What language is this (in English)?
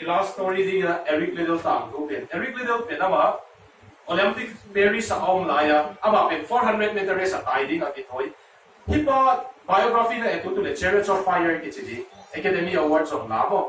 Tedim Chin